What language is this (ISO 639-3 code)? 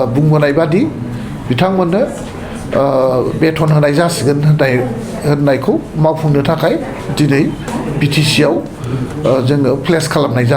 brx